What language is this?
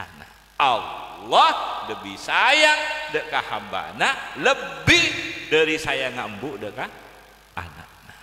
Madurese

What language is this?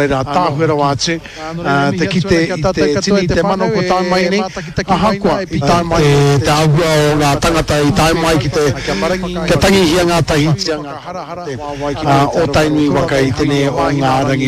Māori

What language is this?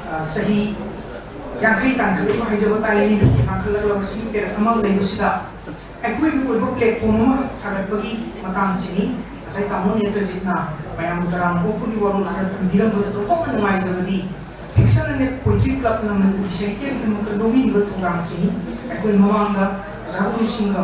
Manipuri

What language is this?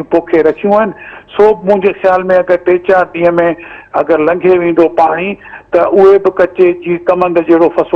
Sindhi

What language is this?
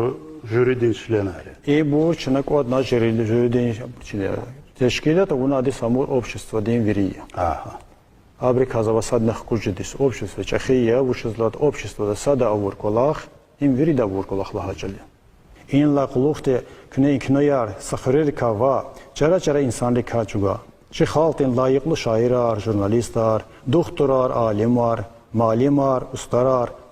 Lezghian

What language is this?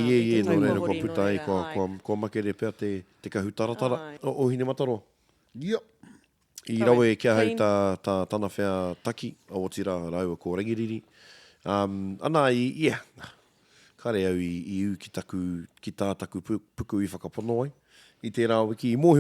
Māori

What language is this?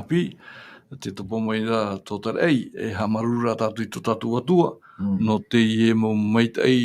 Tahitian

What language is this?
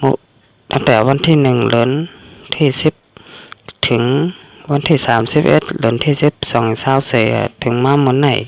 Shan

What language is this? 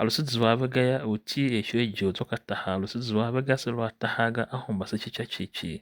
Tiv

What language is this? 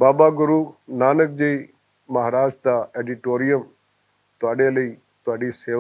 Western Panjabi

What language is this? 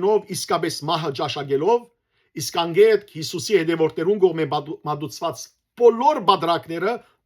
Western Armenian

